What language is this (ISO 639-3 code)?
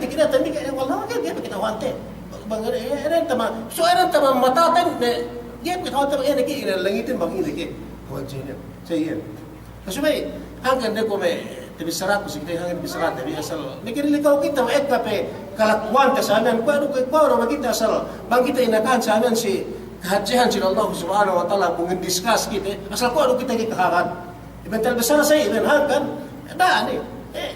yka